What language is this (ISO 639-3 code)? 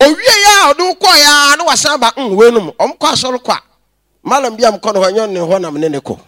aka